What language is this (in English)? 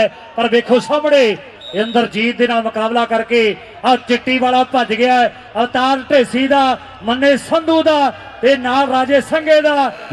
Punjabi